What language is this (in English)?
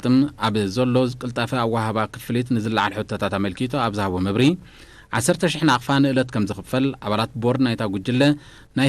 Tigrinya